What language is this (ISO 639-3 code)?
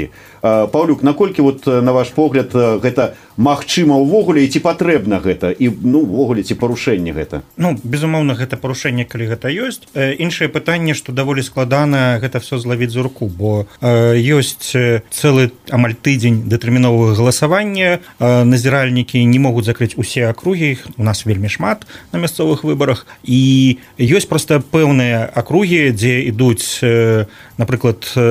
bel